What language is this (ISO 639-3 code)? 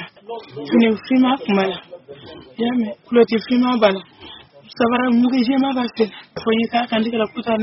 bam